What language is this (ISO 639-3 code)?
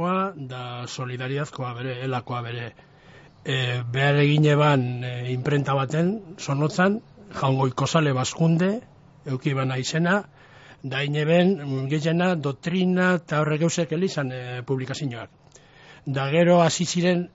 eus